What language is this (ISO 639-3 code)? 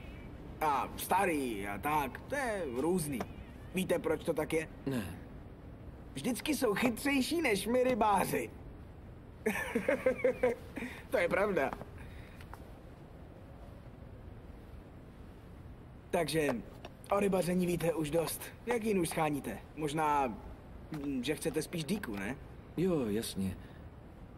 ces